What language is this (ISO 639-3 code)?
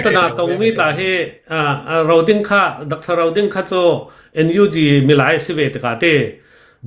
cnh